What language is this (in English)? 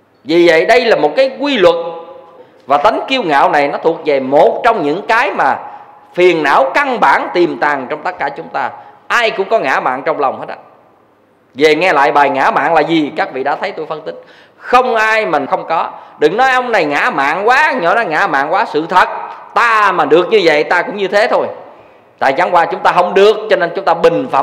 Vietnamese